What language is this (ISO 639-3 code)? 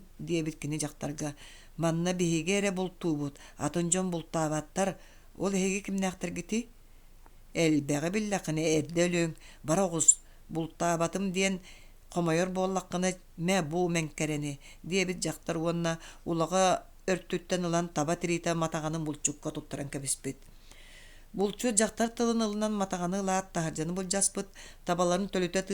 sah